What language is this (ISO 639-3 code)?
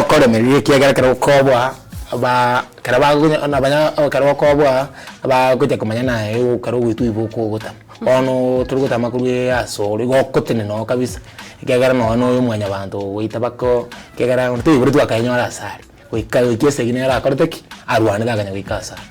guz